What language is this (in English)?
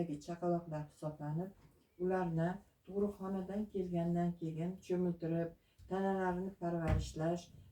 Uzbek